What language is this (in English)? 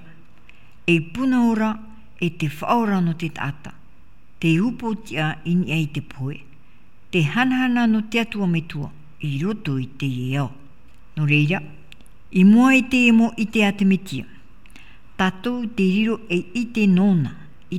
Tahitian